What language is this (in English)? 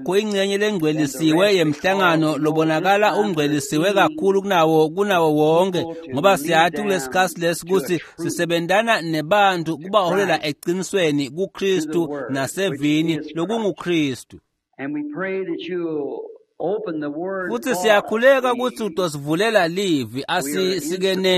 Swati